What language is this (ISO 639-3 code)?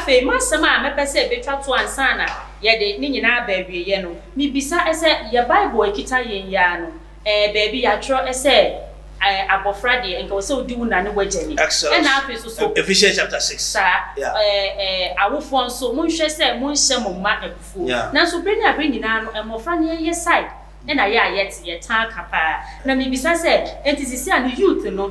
aka